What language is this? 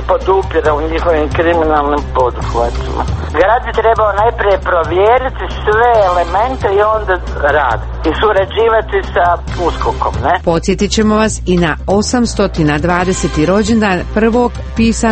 Croatian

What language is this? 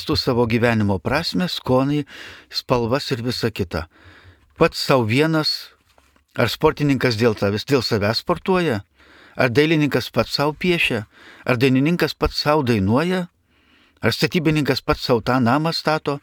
Lithuanian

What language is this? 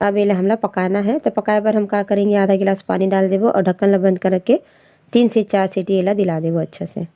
Chhattisgarhi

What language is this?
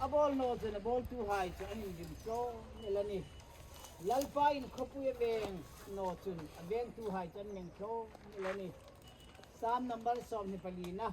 Hmar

